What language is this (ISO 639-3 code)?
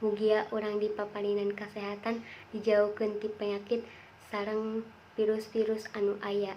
sun